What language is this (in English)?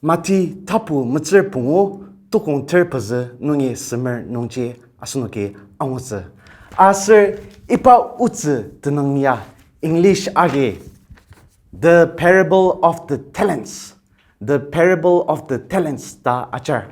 Ao Naga